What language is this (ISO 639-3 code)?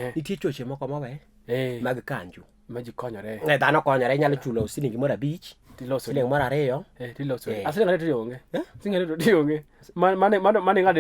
luo